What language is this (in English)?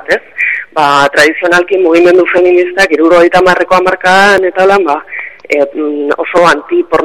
Basque